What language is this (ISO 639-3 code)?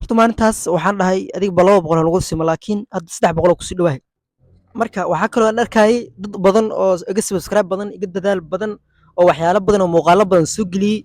som